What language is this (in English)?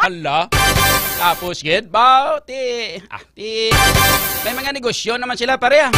Hiligaynon